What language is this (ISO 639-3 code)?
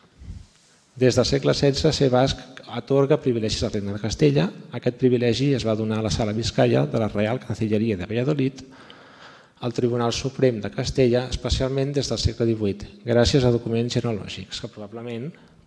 cat